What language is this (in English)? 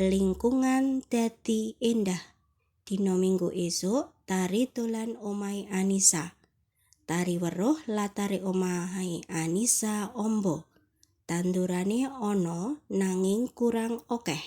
Javanese